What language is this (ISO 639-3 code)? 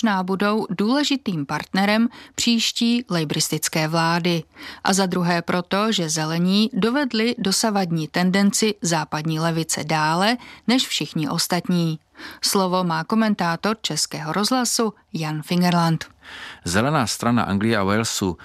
ces